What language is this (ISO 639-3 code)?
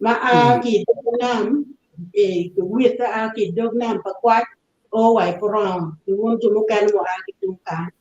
ach